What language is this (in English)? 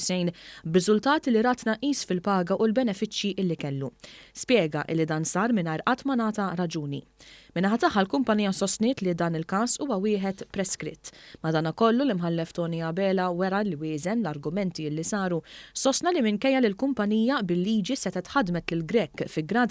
Maltese